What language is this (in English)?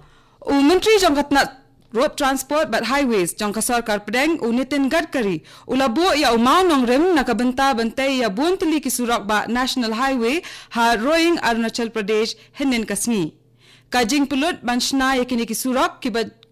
Khasi